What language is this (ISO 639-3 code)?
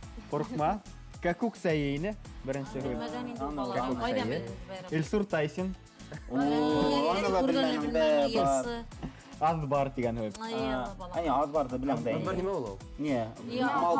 bak